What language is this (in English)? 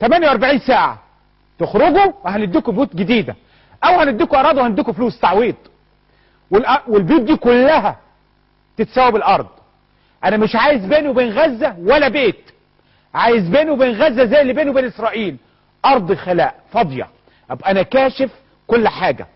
Egyptian Arabic